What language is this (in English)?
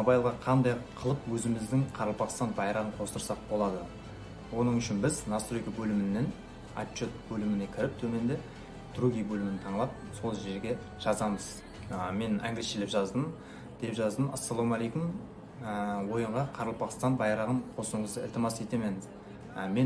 Kara-Kalpak